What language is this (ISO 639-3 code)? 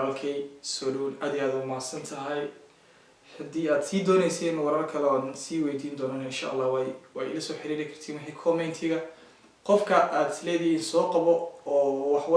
som